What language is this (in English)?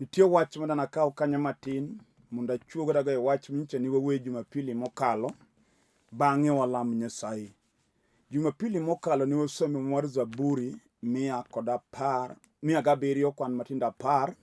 Luo (Kenya and Tanzania)